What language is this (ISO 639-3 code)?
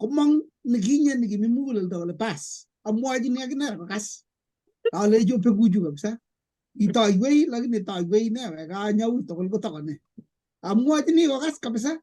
kln